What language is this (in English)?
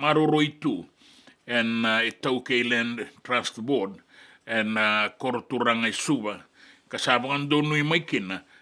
Fijian